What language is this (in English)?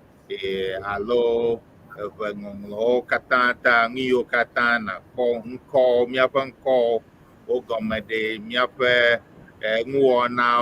Ewe